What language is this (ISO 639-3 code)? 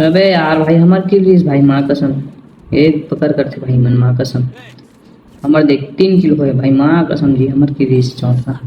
hne